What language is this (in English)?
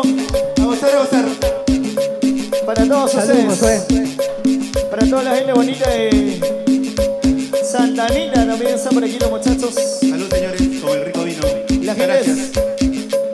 Spanish